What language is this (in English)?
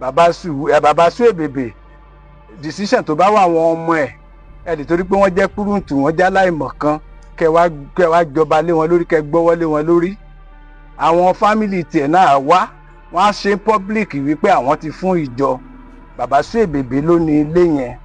Yoruba